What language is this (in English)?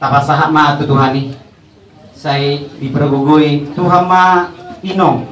Batak Toba